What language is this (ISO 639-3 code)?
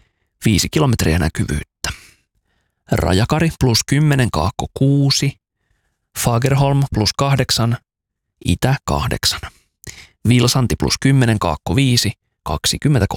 fin